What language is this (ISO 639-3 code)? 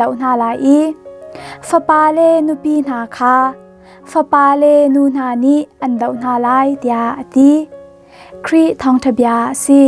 cnh